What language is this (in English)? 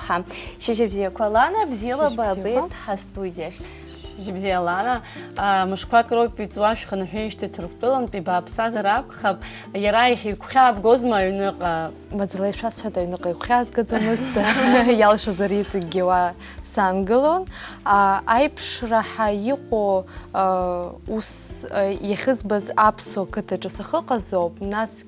Abkhazian